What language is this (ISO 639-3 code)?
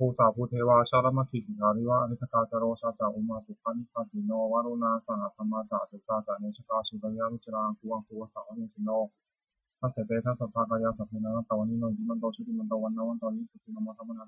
pli